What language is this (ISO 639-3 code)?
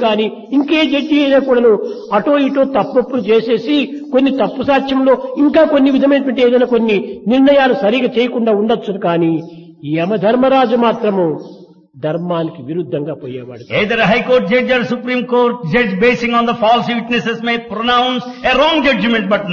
tel